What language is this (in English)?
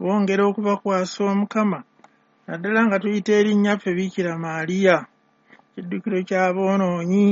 Ganda